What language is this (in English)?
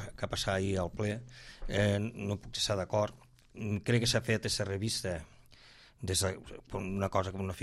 Catalan